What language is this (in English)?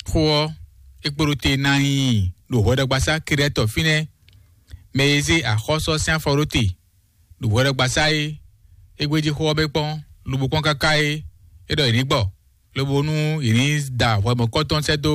Fon